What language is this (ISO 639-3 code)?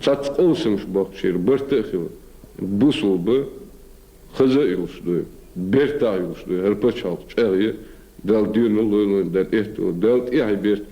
che